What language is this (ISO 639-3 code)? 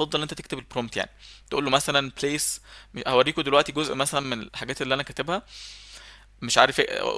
arz